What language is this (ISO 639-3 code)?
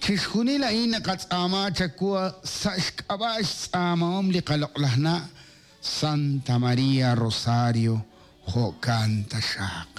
kek